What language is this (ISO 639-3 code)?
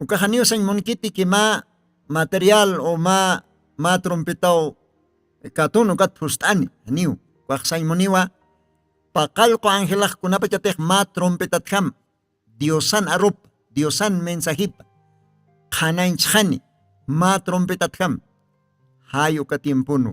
aym